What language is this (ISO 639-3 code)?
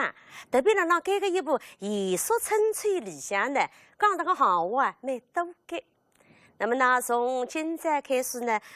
wuu